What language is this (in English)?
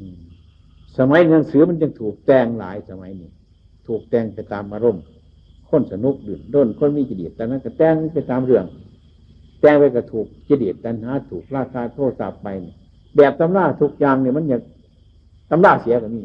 Northeastern Thai